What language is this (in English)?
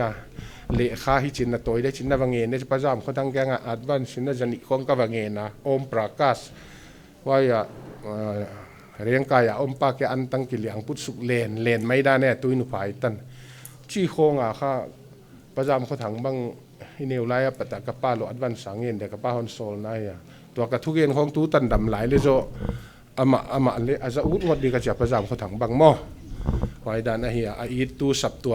Paite Chin